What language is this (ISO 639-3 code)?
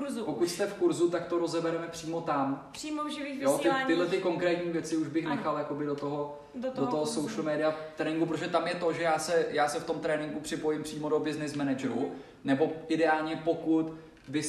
ces